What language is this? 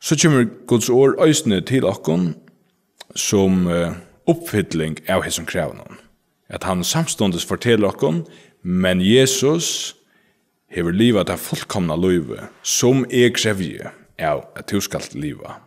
Faroese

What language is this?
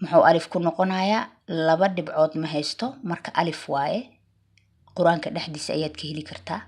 Somali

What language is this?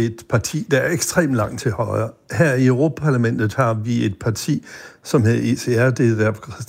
Danish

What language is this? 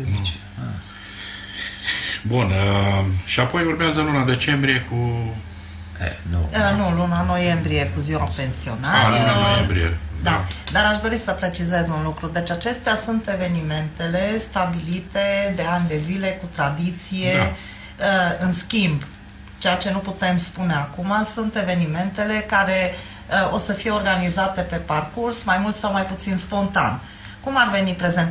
Romanian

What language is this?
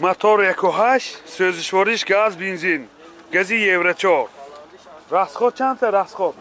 Tajik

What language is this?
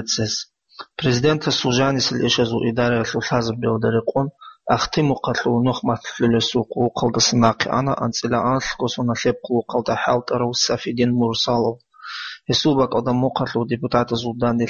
Avaric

